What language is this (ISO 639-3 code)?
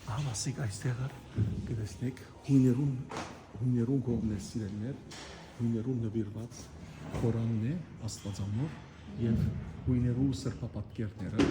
hyw